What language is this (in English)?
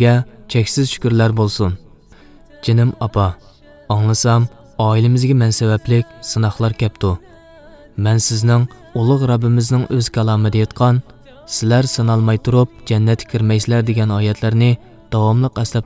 Uyghur